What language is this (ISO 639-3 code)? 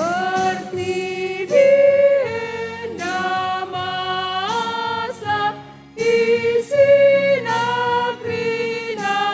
btx